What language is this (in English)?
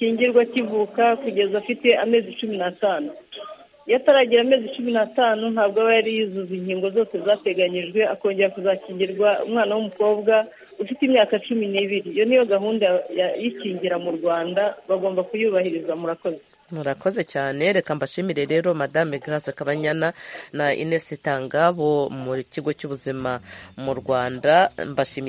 Kinyarwanda